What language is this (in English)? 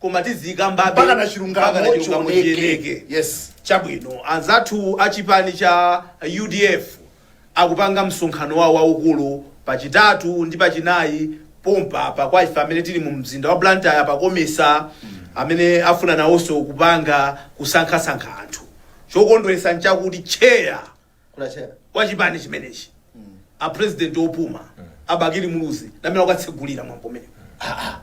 Nyanja